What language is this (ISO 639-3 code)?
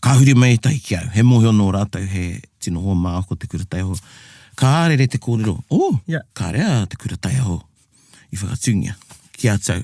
mri